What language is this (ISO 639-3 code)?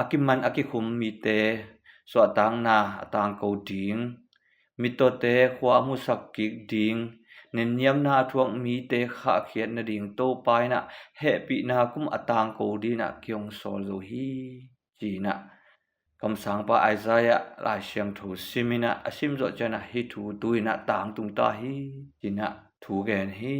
ctd